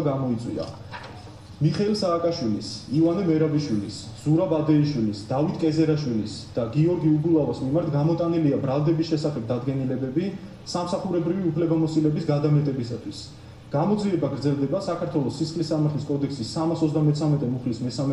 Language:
Georgian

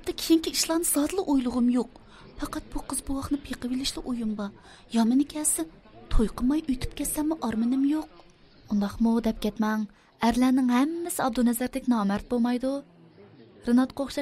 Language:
Uyghur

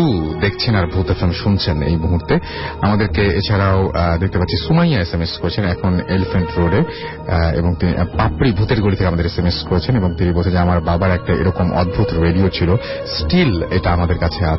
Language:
Bangla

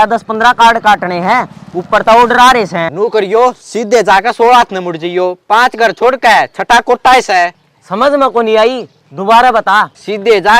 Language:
Haryanvi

